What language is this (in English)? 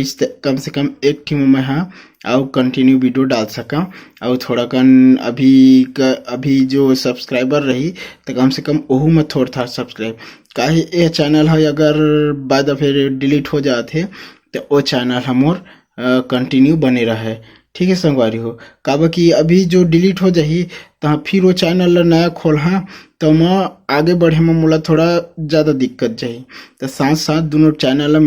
Chhattisgarhi